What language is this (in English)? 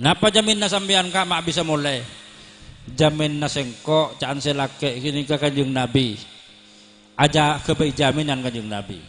Madurese